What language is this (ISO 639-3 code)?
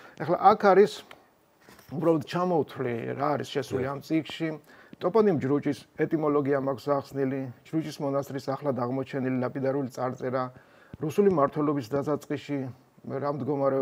kat